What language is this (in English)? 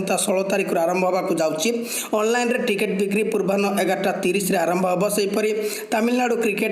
Odia